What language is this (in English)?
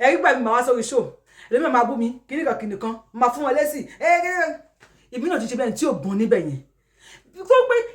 Yoruba